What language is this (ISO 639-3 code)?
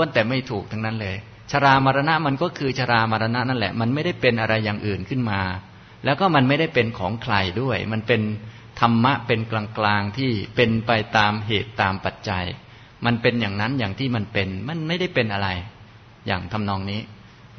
tha